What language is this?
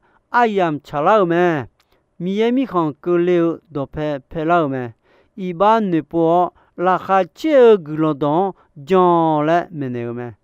Akha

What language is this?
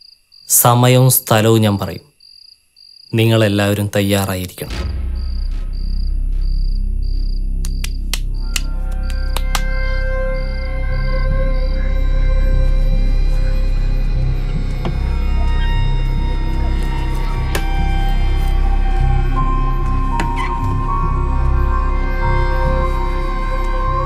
Malayalam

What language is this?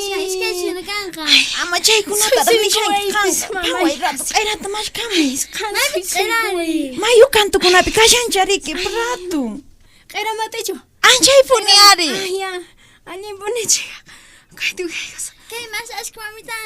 Puno Quechua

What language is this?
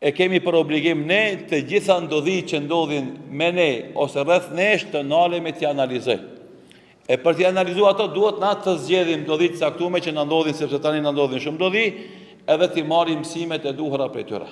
Albanian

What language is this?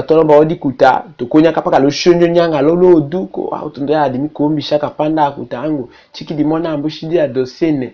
Tetela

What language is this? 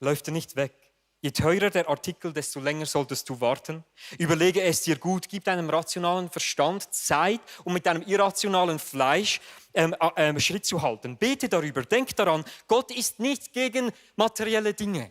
Swiss German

